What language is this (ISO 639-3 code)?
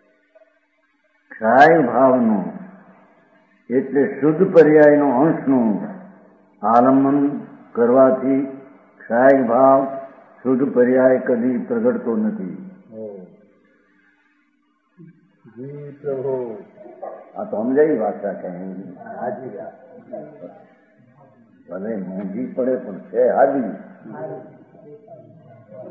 guj